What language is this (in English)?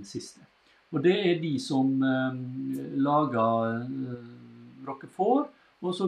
Norwegian